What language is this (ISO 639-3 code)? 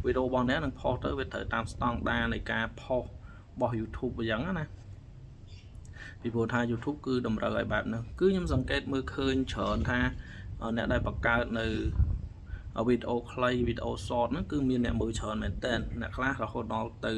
khm